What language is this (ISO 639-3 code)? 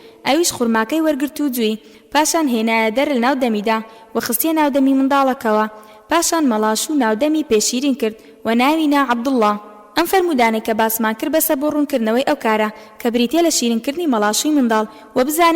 ckb